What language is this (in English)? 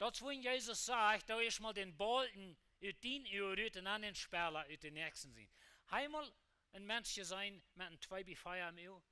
Plautdietsch